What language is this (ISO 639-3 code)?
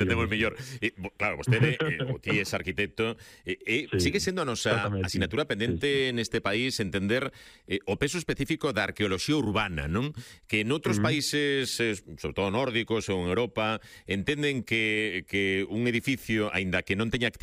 glg